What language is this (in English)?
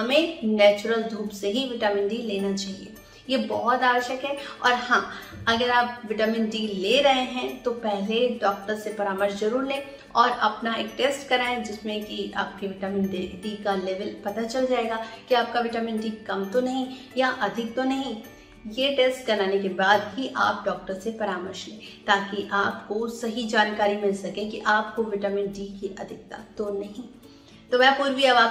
Hindi